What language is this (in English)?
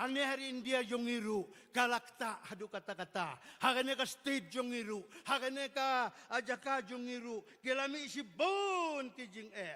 Khasi